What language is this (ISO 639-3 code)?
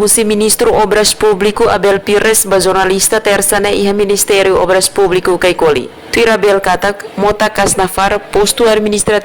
tet